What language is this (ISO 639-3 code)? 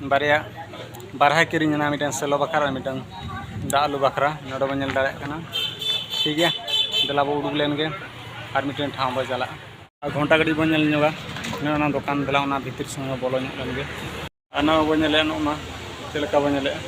sat